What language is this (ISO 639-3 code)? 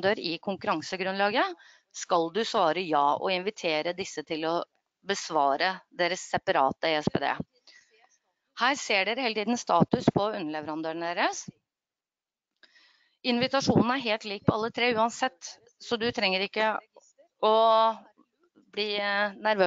nor